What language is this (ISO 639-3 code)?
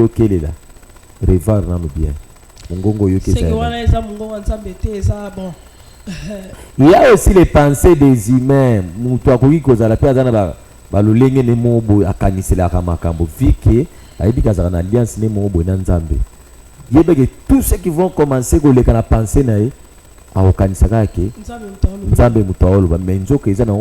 lin